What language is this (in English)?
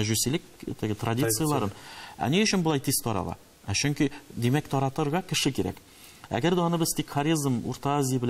Tatar